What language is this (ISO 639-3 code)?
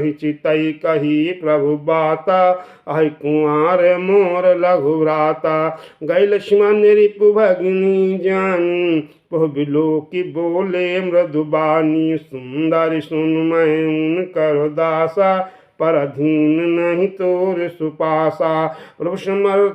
awa